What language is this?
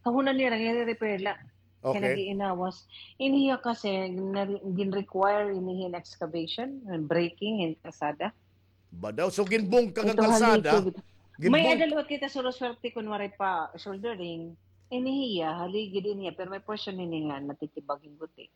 Waray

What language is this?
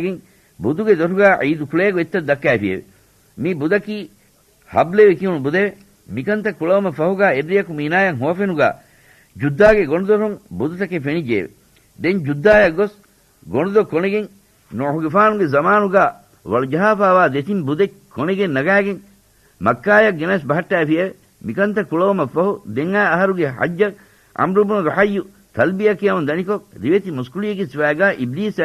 Divehi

